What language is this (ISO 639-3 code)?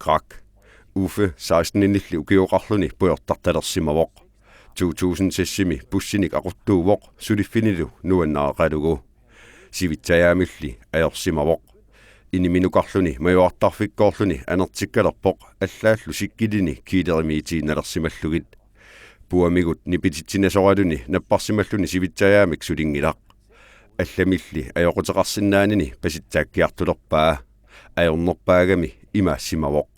kal